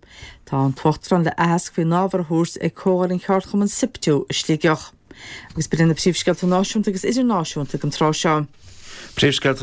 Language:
Irish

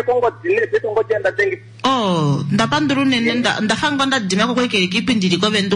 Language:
Kuanyama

